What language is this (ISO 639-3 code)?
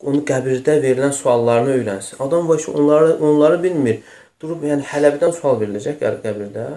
aze